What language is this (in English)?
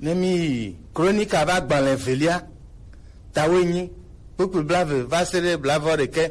Gen